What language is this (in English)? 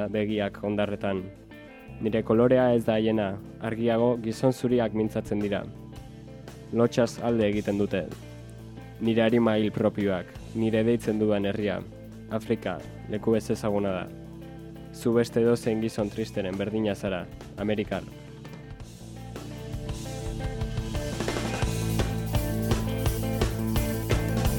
Basque